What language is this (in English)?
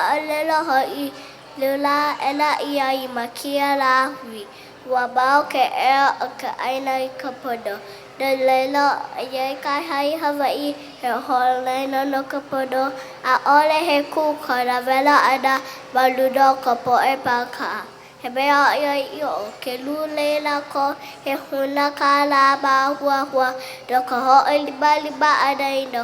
Hawaiian